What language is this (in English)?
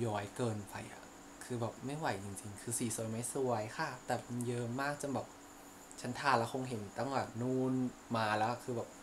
Thai